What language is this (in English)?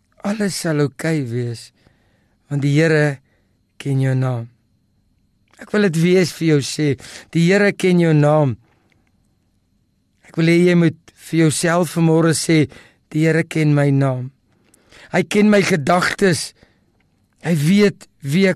Afrikaans